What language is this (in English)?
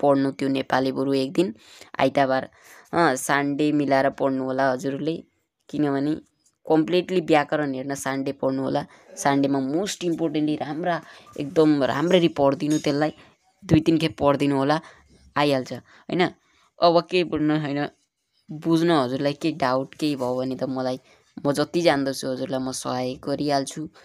Nepali